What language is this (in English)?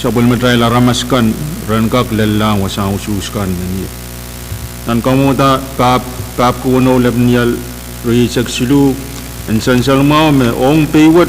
Pohnpeian